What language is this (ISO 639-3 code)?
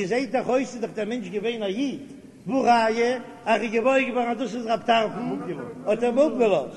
yid